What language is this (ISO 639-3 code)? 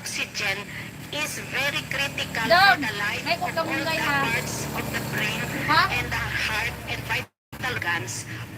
hil